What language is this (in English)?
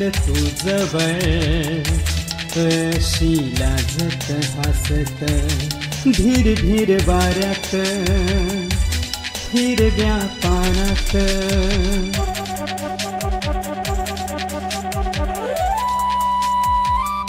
Marathi